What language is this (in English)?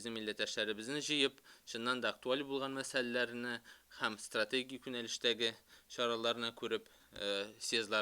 Tatar